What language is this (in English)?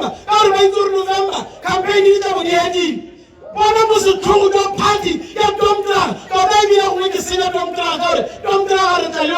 Tswana